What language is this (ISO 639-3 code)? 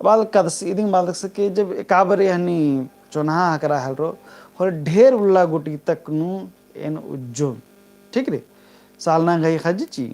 kru